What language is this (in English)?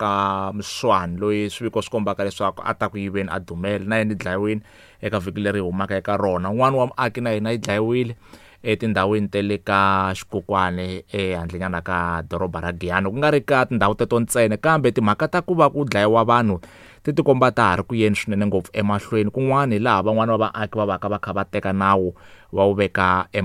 Tsonga